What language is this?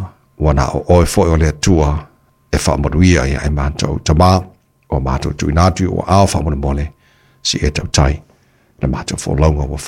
Samoan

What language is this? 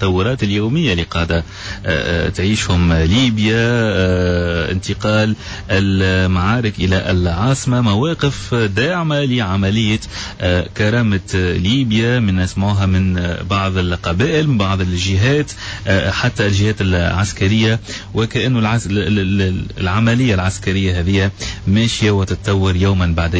Tunisian Arabic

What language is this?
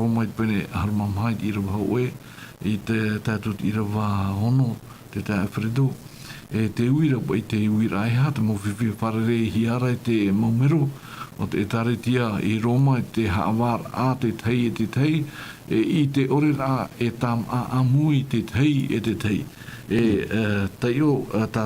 Tahitian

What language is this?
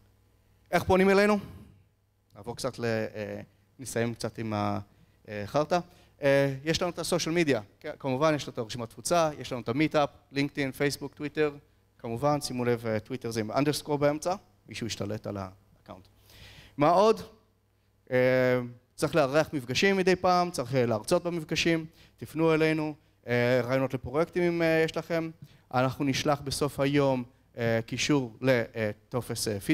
Hebrew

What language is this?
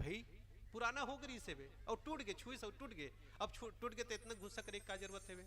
Chhattisgarhi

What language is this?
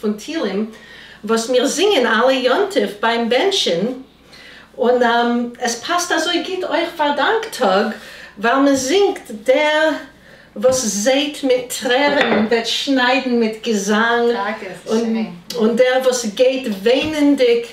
Yiddish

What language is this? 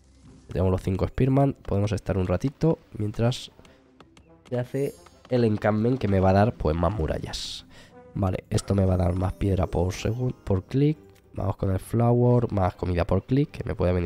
Spanish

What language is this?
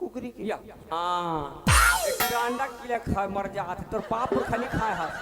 Chhattisgarhi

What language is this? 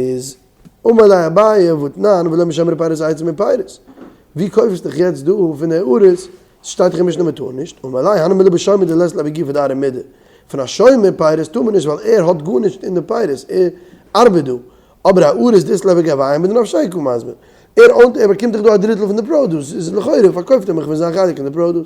Yiddish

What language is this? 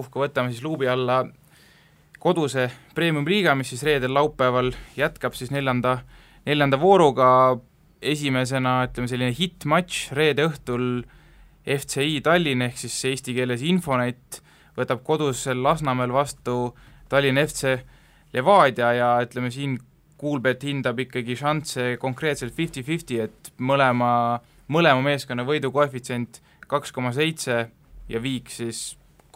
Estonian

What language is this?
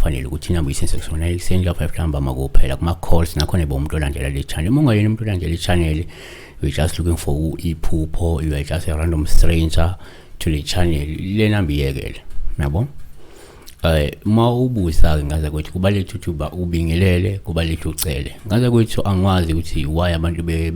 Zulu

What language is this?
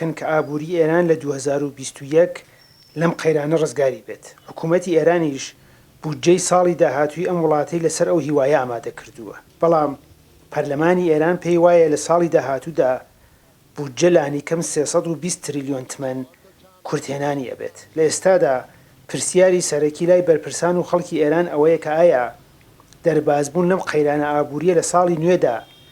Central Kurdish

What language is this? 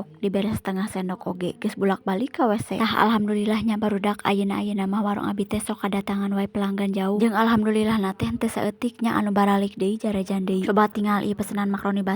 Sundanese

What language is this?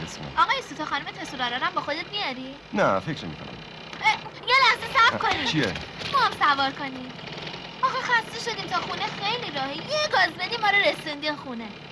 Persian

